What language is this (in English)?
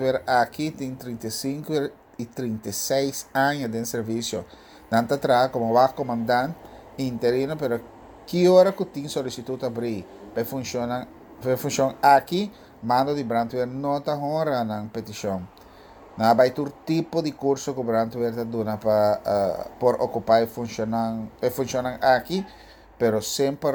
Papiamento